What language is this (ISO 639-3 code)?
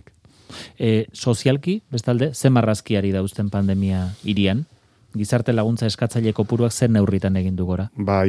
eus